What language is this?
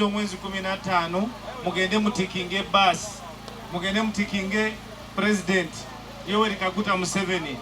Soga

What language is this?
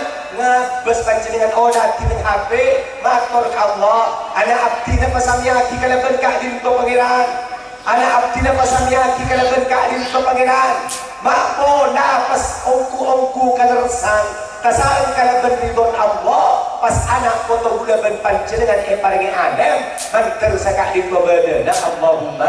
Madurese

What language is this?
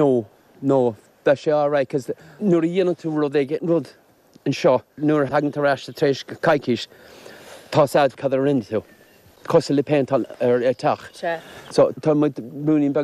Irish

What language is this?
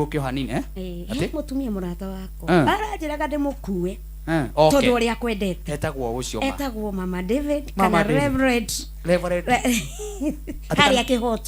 Kikuyu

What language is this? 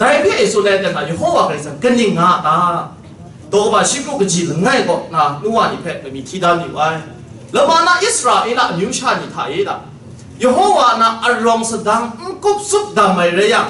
Kachin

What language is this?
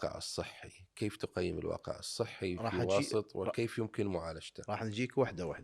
Mesopotamian Arabic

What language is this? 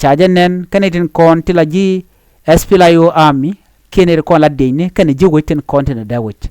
Nuer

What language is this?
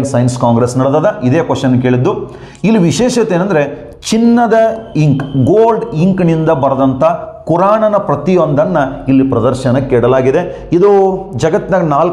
Kannada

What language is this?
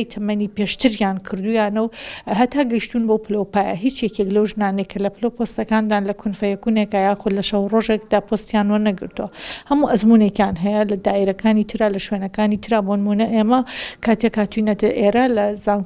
Central Kurdish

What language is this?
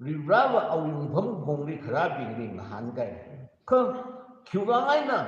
Tangkhul Naga (India)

